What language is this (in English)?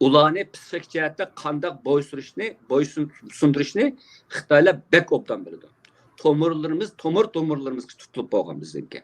Uyghur